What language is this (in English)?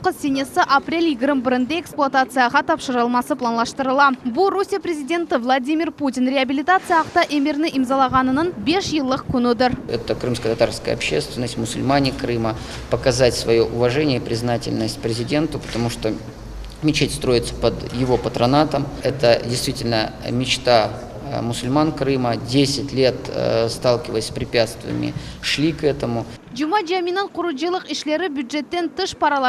Crimean Tatar